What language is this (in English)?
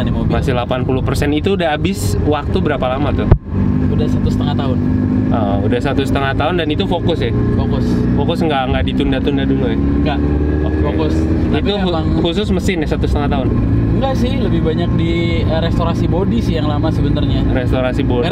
Indonesian